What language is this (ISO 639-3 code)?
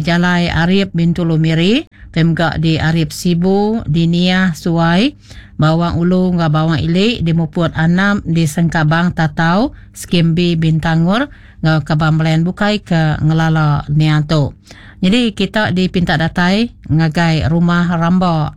iba